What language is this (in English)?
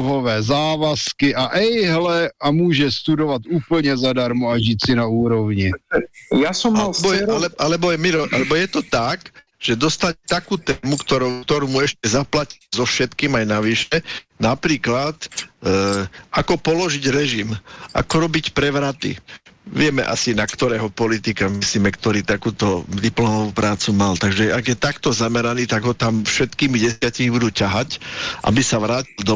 Slovak